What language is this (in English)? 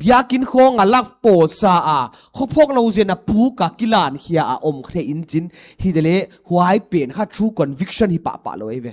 Paite Chin